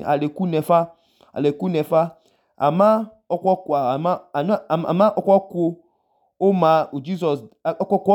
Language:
Idoma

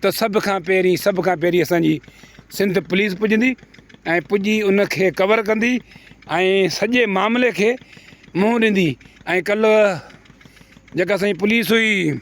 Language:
Sindhi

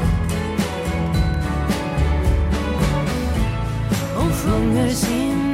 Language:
Swedish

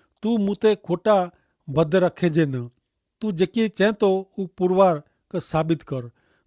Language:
Kachhi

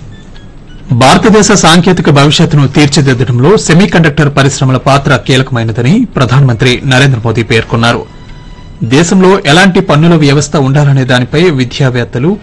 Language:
Telugu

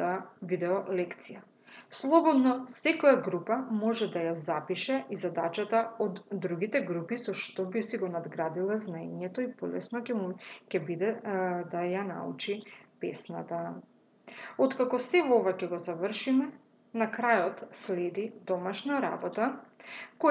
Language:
Macedonian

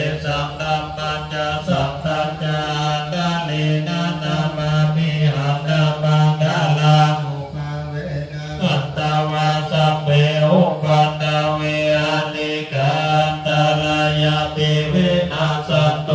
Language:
Pali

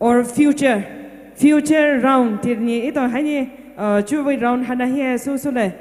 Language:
Poumei Naga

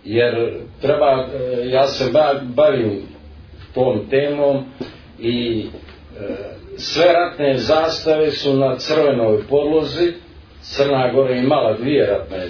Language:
Serbian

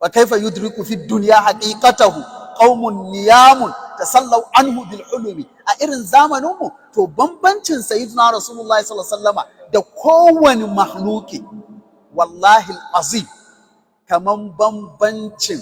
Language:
Hausa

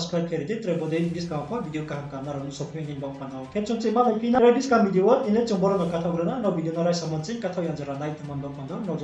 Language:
Riang (India)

